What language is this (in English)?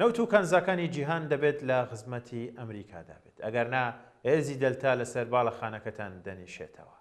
Central Kurdish